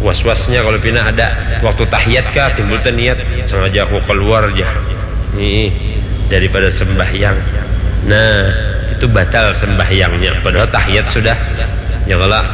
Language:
Banjar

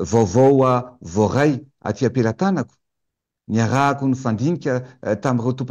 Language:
Malagasy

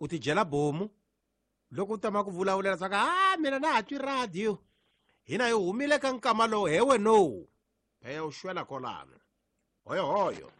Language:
Tsonga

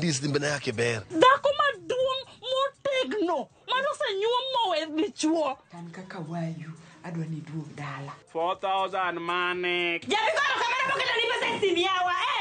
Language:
Luo (Kenya and Tanzania)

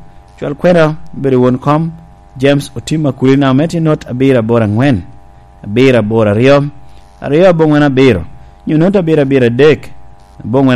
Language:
Lango (Uganda)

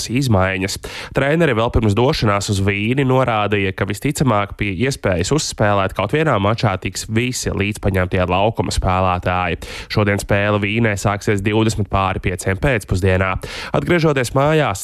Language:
Latvian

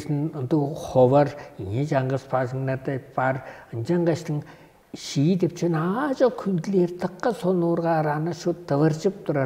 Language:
Tuvinian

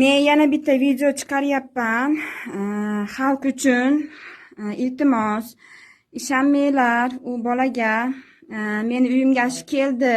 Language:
Uzbek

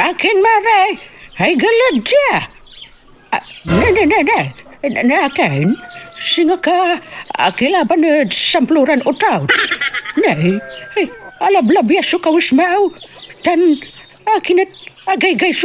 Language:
Pangasinan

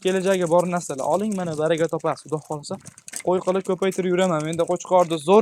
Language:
Uzbek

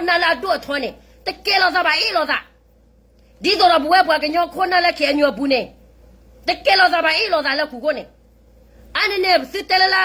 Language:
S'gaw Karen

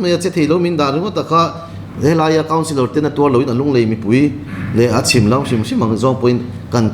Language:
Mizo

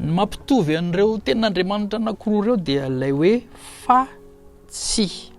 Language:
Malagasy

